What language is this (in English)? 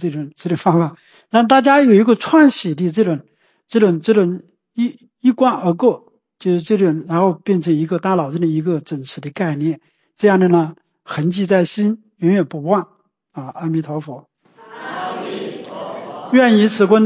Chinese